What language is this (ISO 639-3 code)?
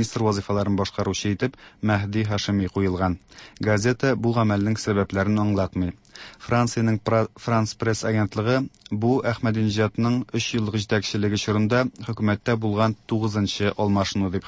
tat